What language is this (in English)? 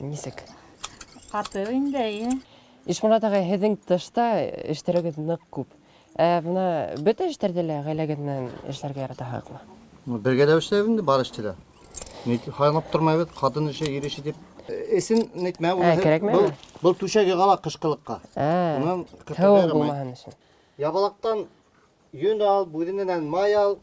Bashkir